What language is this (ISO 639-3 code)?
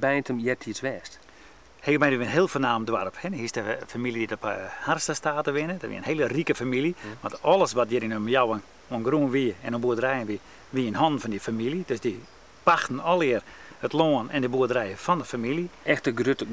fry